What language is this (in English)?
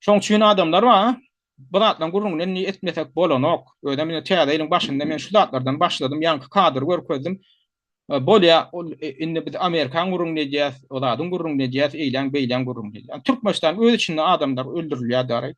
Turkmen